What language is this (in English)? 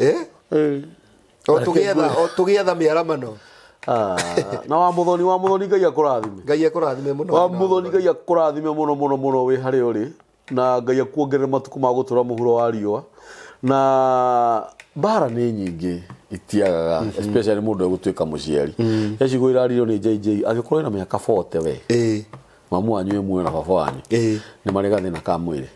Kikuyu